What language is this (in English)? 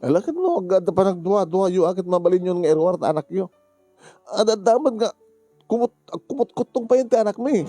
Iloko